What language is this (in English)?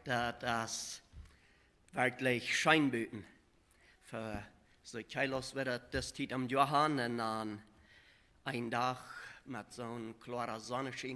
Plautdietsch